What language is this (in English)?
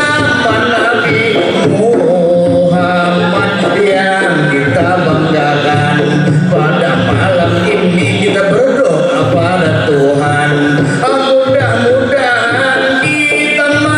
Banjar